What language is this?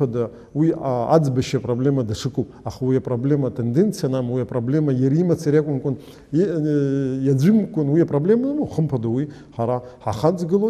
Abkhazian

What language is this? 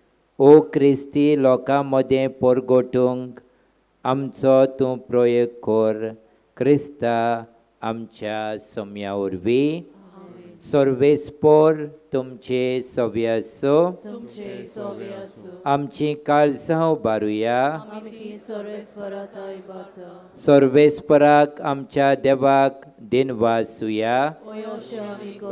Konkani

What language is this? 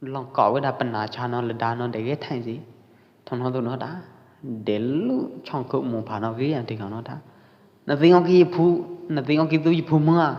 Pwo Eastern Karen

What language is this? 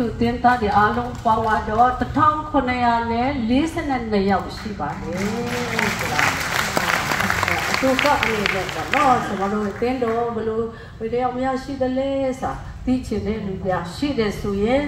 Burmese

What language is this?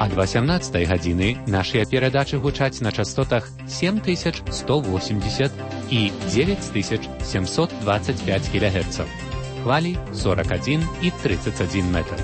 Belarusian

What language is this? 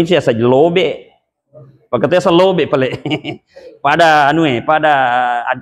Buginese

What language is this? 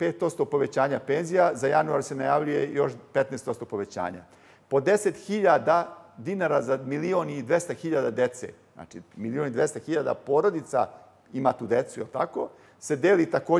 Serbian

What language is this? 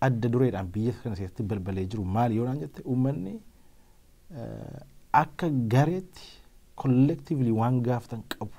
Oromo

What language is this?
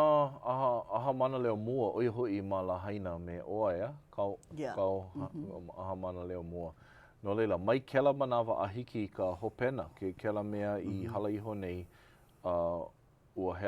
Hawaiian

